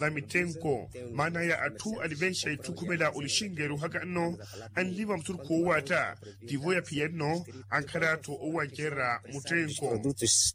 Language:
Makhuwa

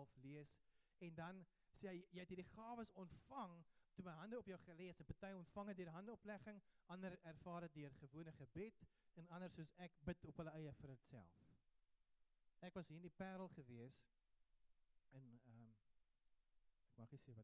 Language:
Afrikaans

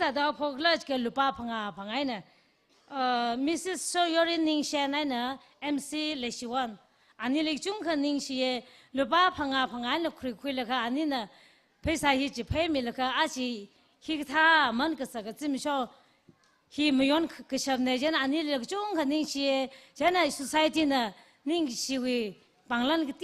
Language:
Tangkhul Naga (India)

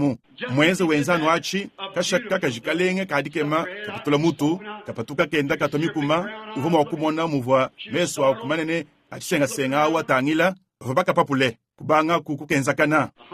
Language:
Luba-Lulua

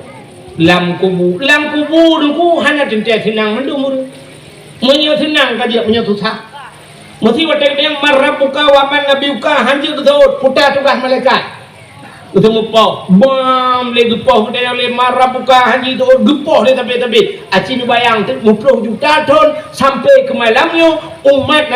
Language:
Achinese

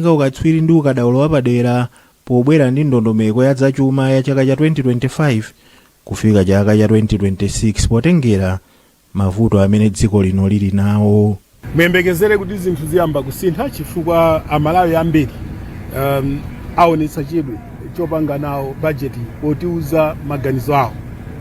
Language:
Nyanja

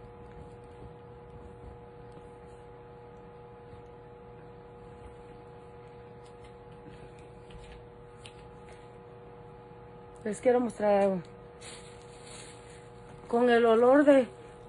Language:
Spanish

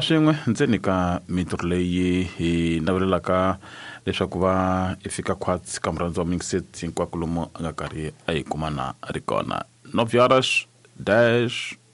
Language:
Tsonga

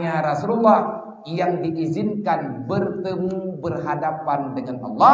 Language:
Achinese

